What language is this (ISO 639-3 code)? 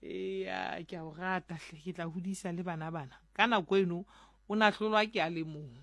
sot